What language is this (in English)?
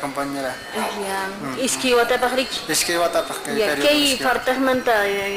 Quechua